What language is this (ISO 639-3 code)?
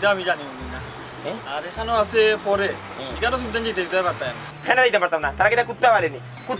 syl